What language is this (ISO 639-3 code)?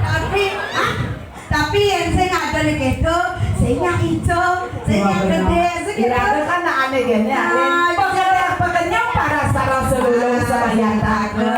ban